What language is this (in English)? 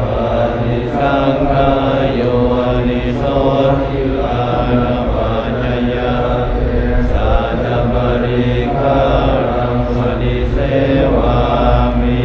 Pali